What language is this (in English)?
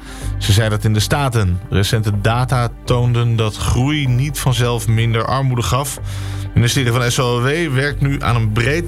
Dutch